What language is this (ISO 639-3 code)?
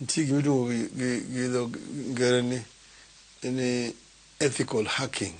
luo